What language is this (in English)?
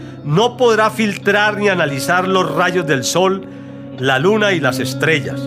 Spanish